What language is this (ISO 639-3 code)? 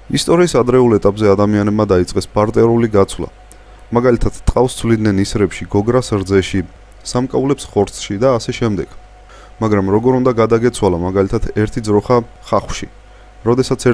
kat